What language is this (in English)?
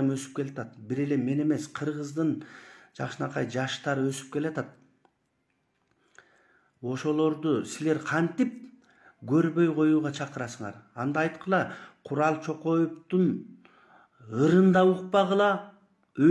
Kyrgyz